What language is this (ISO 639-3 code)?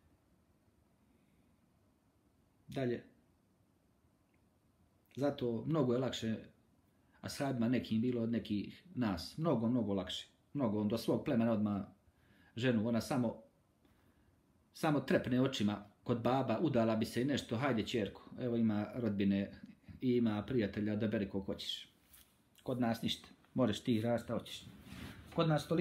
bos